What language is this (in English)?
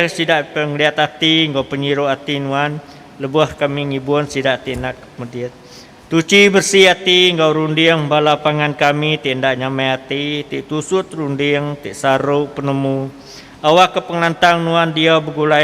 Iban